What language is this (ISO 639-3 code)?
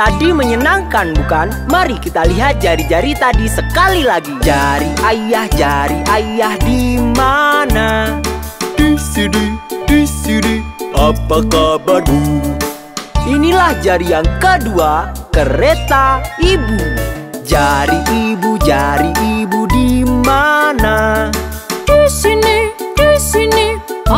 ind